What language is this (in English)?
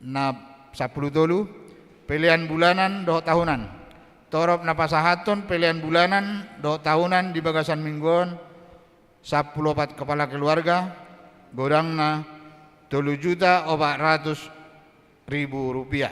Batak Toba